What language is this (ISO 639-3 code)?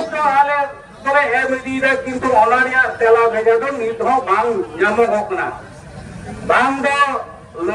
sat